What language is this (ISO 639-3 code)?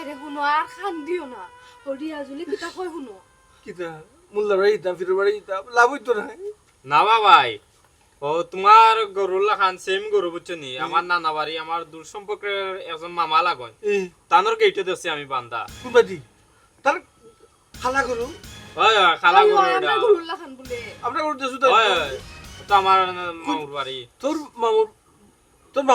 syl